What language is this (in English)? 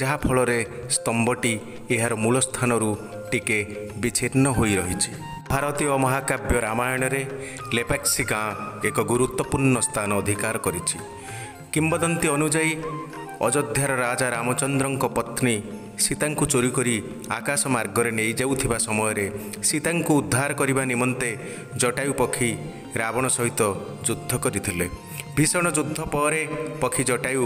Odia